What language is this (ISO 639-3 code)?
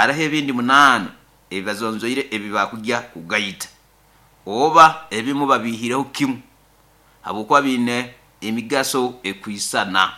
nyo